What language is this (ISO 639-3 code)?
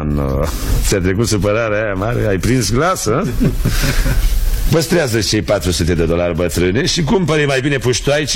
ron